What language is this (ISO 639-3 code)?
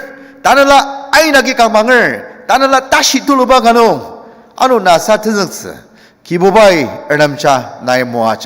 njo